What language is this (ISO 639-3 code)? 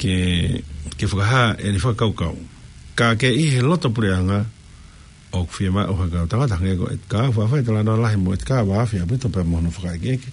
ton